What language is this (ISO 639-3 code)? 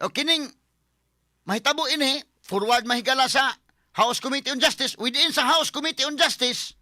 ceb